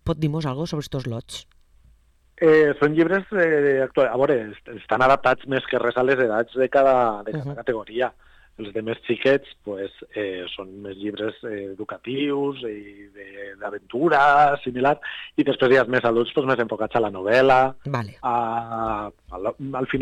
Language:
Catalan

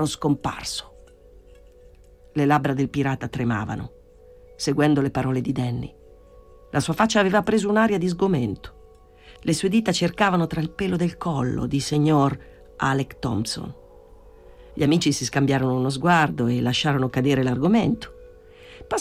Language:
Italian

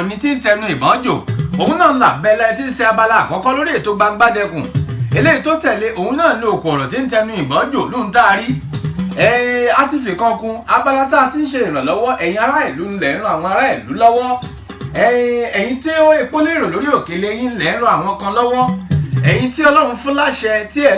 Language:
Yoruba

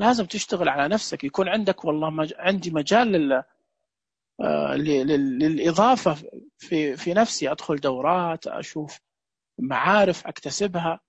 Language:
Najdi Arabic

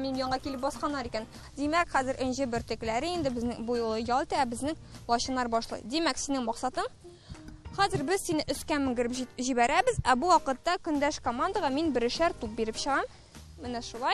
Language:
Tatar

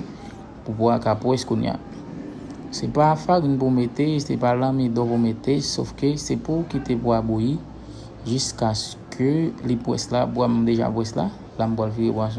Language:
Haitian Creole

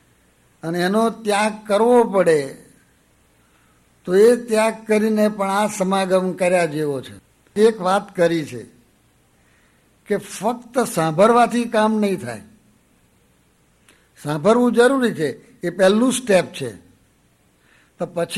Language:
Gujarati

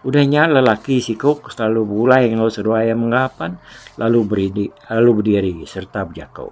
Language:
Iban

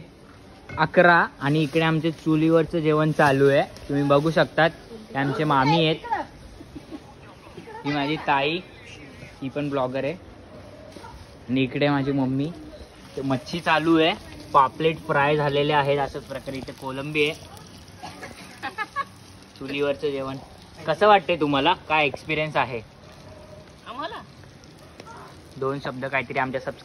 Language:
Marathi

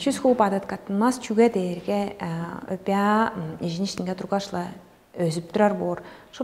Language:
Tuvinian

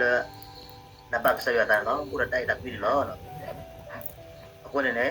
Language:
S'gaw Karen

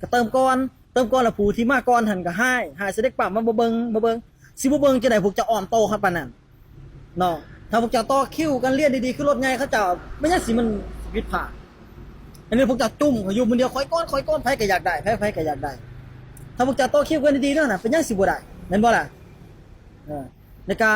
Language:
Lao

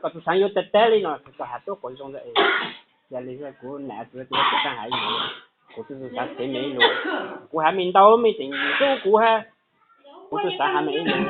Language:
Hmong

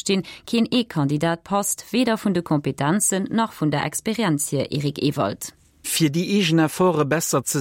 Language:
Luxembourgish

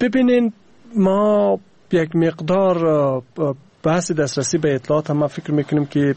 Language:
Persian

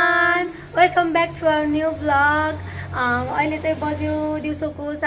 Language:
Nepali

